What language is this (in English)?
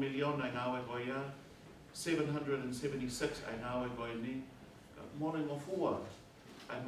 Tongan